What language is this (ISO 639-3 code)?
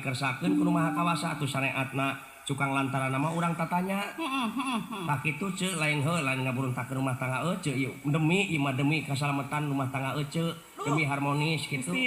sun